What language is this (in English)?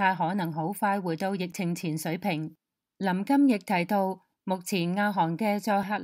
Cantonese